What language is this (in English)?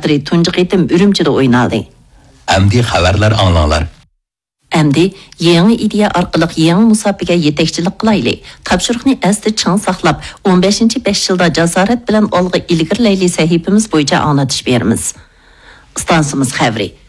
Uyghur